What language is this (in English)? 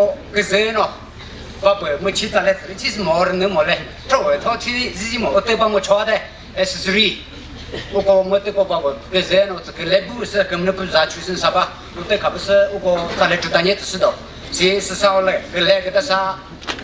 Chokri Naga